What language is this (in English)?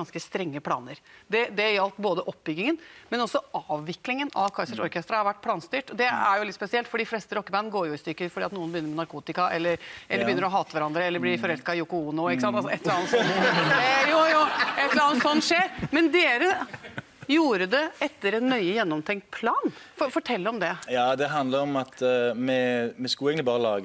Norwegian